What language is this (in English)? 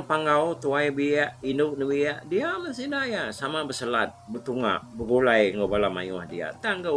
Iban